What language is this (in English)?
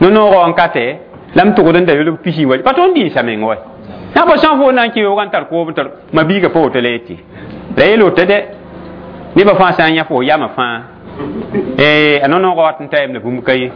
Mossi